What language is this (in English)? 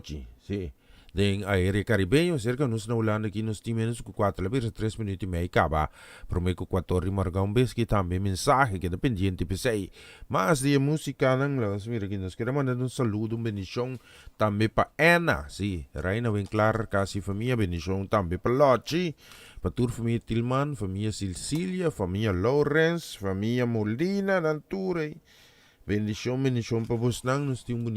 Papiamento